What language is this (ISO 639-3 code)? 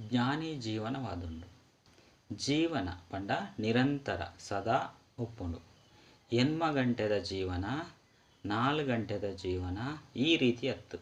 tcy